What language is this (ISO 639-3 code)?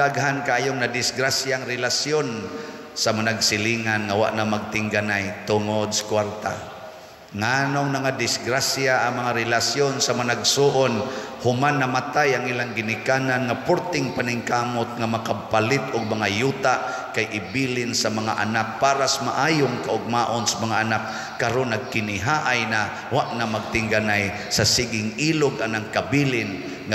ceb